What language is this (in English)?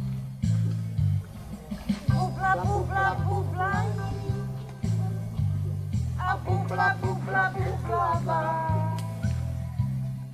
Czech